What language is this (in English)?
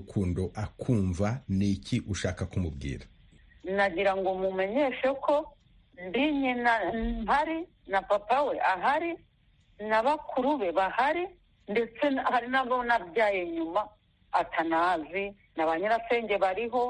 Kinyarwanda